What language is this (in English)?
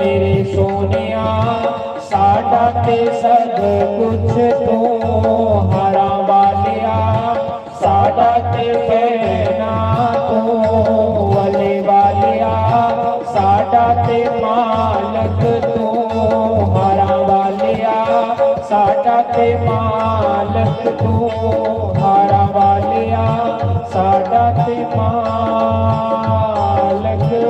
Dogri